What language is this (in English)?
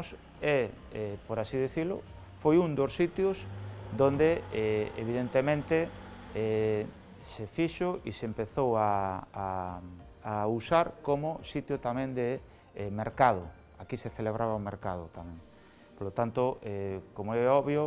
Galician